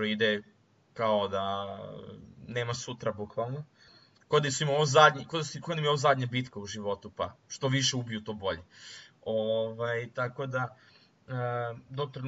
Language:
Serbian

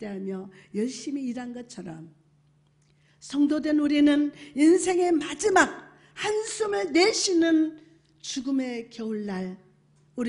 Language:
Korean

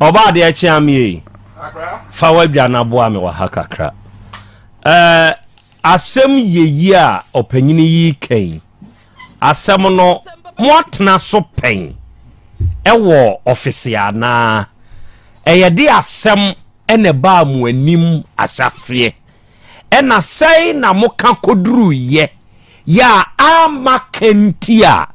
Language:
Akan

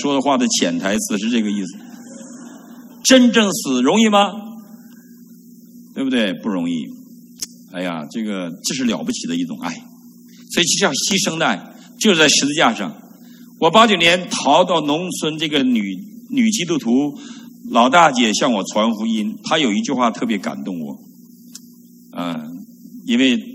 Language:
Chinese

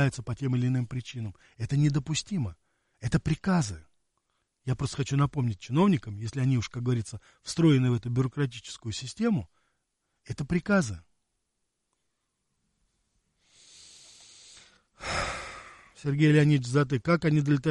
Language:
Russian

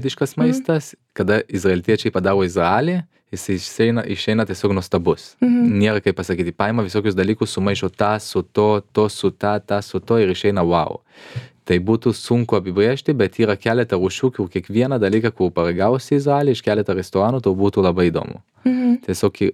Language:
Lithuanian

